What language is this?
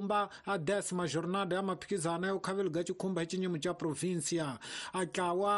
Tsonga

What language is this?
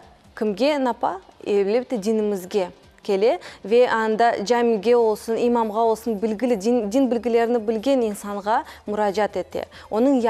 Crimean Tatar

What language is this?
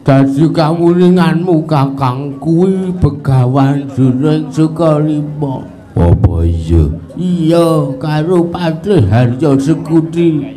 Javanese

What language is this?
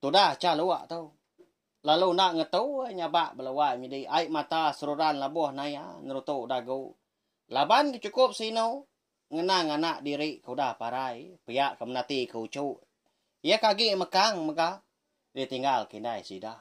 Iban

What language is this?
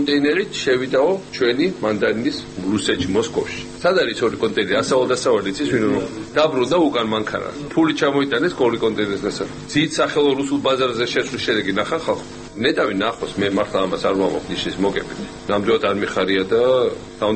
Georgian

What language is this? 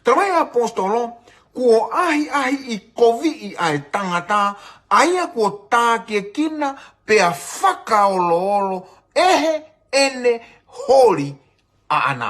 Tongan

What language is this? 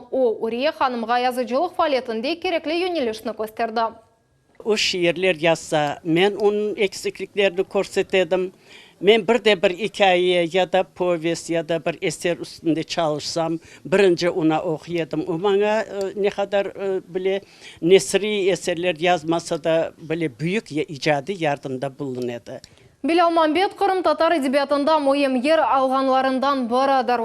Crimean Tatar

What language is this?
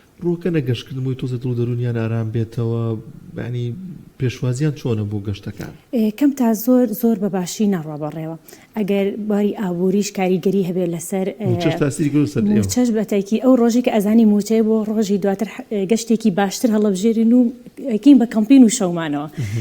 Central Kurdish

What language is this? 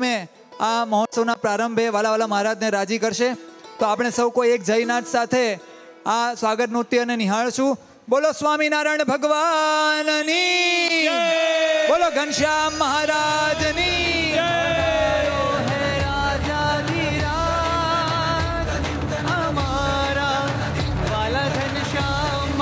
Gujarati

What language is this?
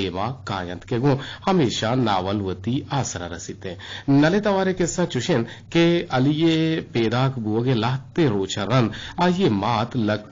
Eastern Balochi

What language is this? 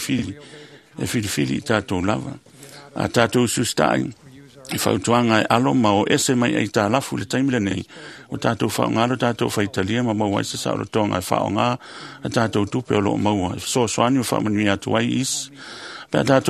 Samoan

